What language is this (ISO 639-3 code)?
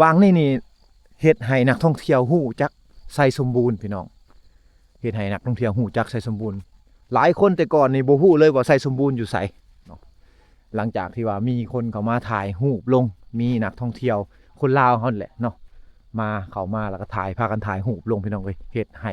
lao